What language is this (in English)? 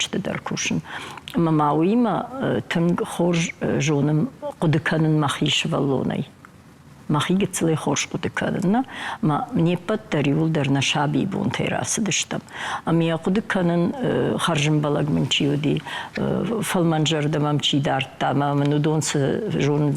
Ossetic